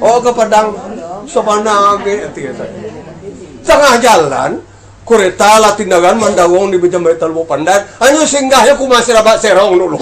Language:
Minangkabau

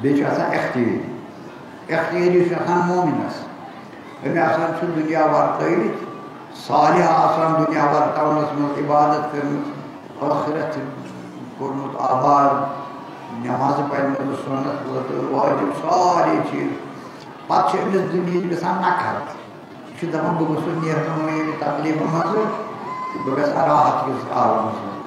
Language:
Kashmiri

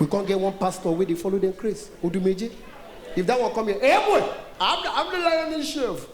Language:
Nigerian Pidgin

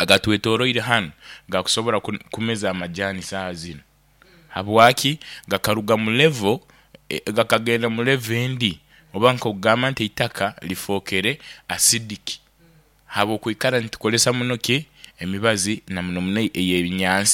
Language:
Nyankole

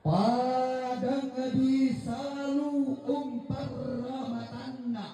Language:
Toraja-Sa'dan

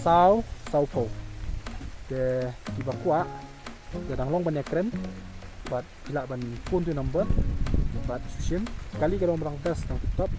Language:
Khasi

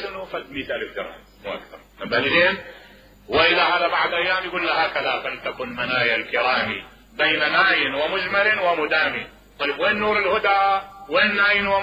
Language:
Mesopotamian Arabic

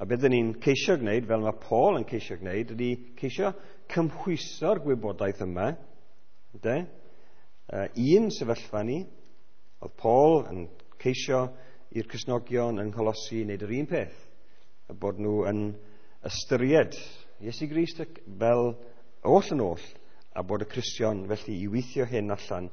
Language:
Welsh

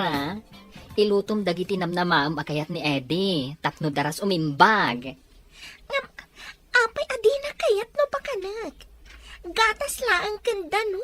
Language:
Iloko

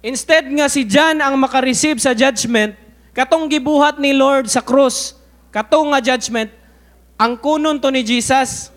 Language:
Cebuano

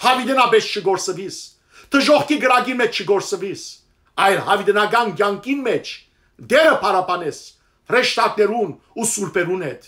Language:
Western Armenian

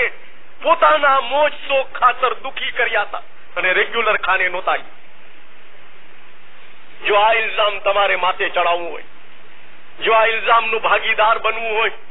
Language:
Gujarati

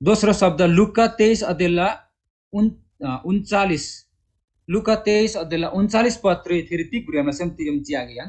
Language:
Eastern Tamang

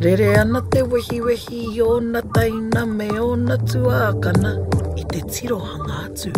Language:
Māori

